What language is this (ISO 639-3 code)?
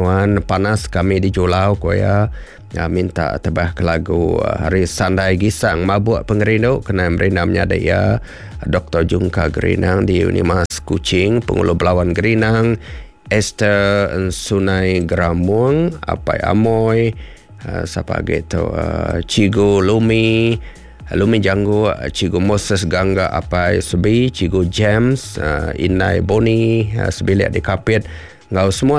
iba